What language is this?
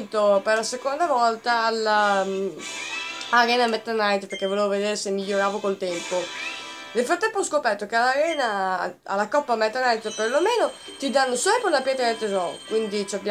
Italian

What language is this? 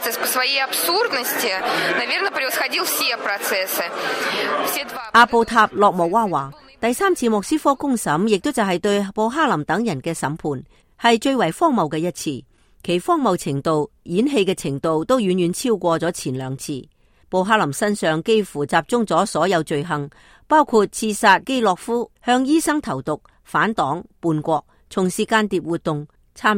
Cantonese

